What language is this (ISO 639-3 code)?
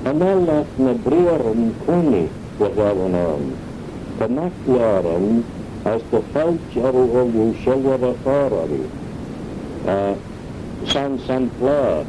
glv